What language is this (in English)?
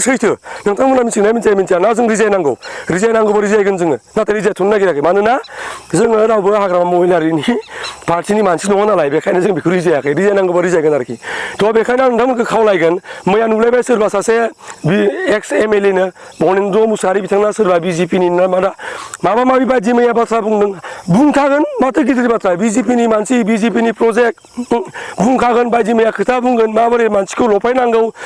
Bodo